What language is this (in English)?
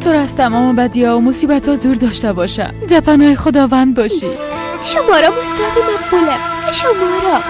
Persian